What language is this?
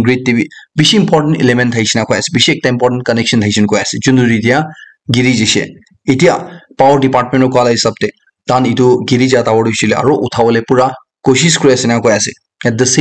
Naga Pidgin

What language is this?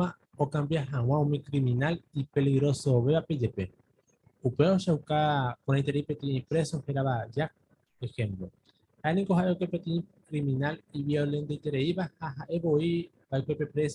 Guarani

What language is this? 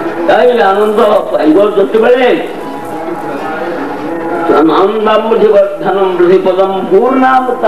Odia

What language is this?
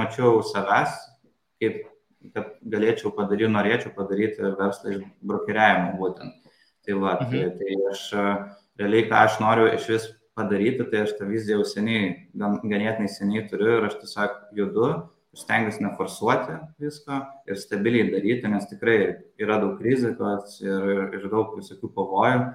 Lithuanian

